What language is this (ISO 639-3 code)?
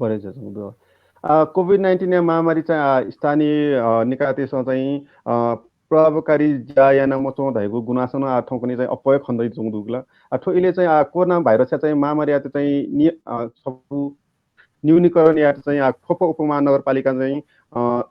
new